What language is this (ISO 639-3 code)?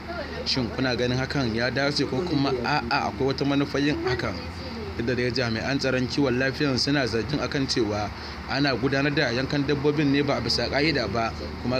hau